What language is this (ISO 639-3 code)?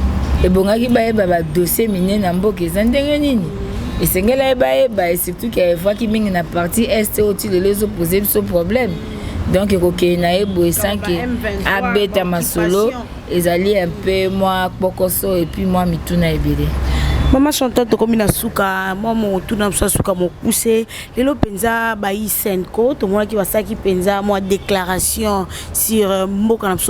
lin